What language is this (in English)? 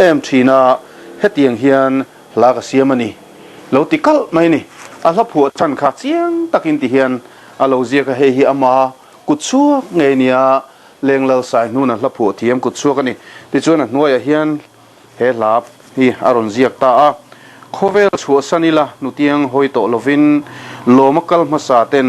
Mizo